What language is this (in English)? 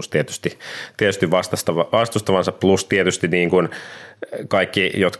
Finnish